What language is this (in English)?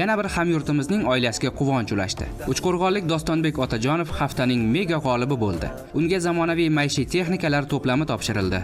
Uzbek